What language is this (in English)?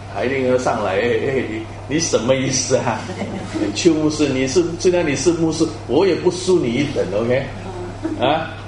Chinese